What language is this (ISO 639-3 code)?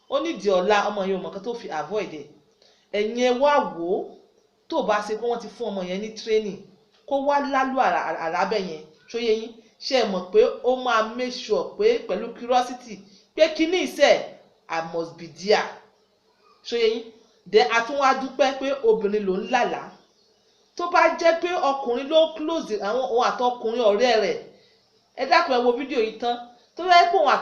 yor